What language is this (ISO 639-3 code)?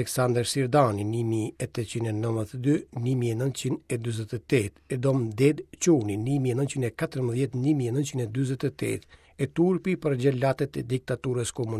sqi